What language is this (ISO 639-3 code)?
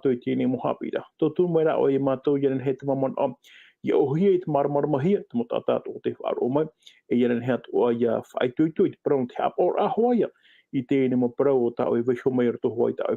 tah